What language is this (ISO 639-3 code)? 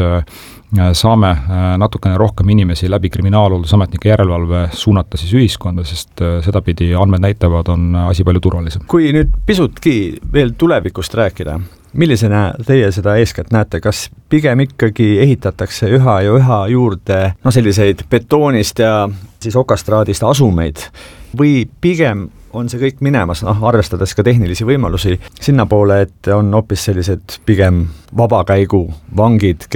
est